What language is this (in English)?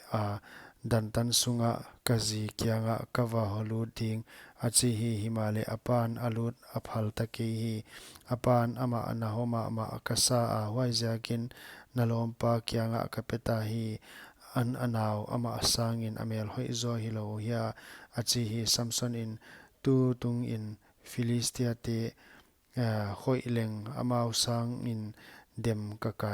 Paite Chin